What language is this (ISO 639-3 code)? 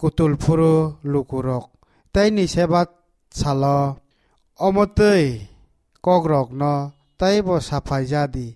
trp